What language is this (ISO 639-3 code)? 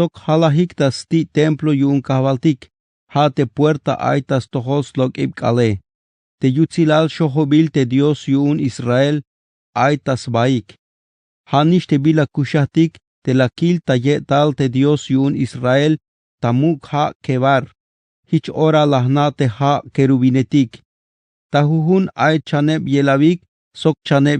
tzh